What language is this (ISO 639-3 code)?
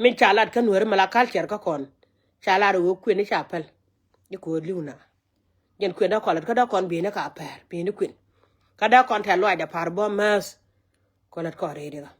nus